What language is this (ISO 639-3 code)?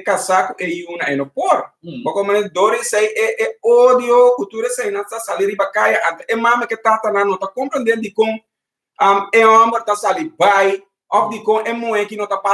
pap